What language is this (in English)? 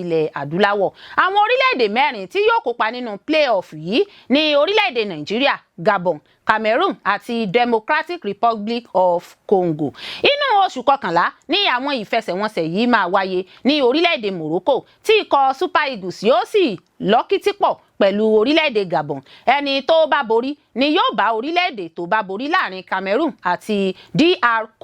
Yoruba